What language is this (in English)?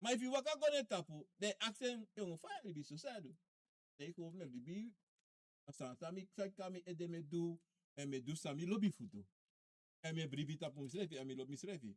Sranan Tongo